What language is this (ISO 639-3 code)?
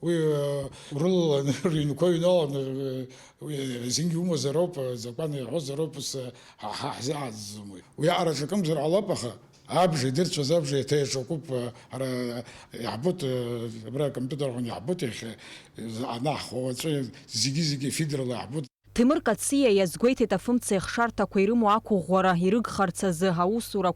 abk